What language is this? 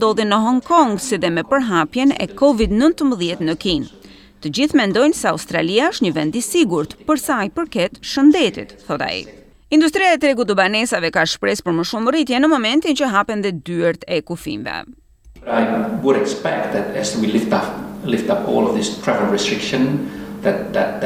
Albanian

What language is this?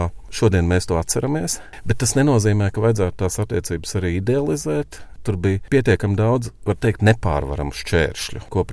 Latvian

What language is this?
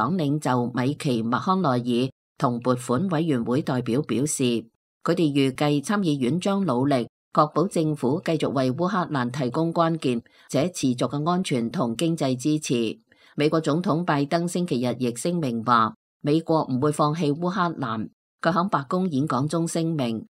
Cantonese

